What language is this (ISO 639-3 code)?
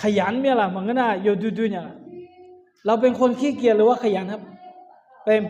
ahk